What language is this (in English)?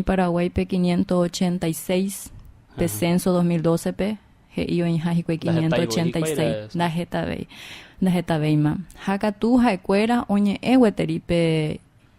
Guarani